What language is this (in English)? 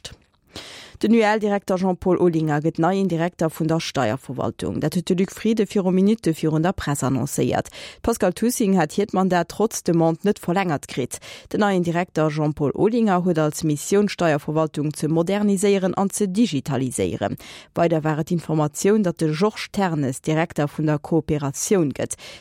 Luxembourgish